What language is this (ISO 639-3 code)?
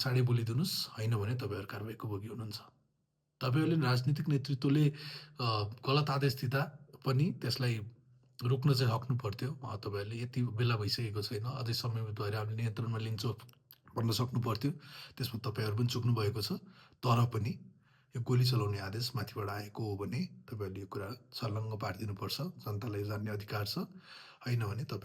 nep